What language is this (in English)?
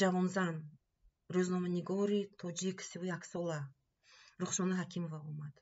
Tajik